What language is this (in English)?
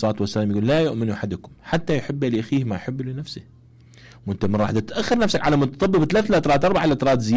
Mesopotamian Arabic